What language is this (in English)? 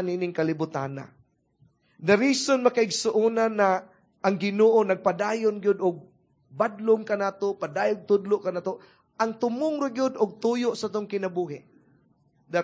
Cebuano